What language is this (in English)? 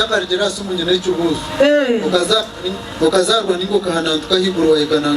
Nyankole